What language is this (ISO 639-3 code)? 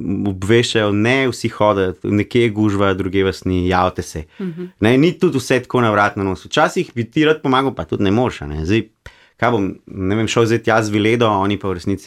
slv